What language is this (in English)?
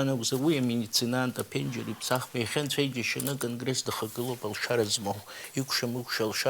Abkhazian